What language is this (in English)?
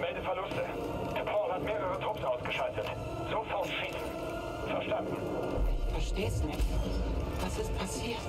Bavarian